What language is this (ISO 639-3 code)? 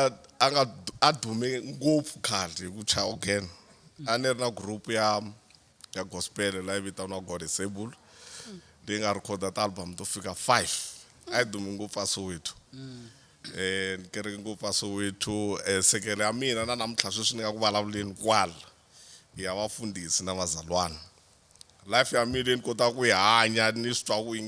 tso